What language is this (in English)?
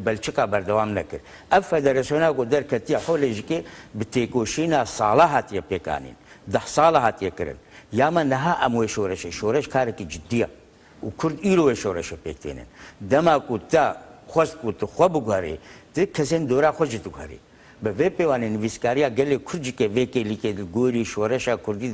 Kurdish